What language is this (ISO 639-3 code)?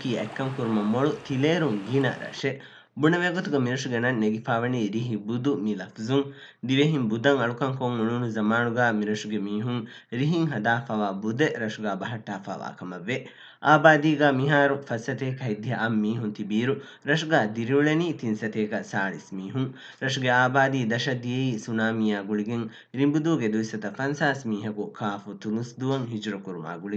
div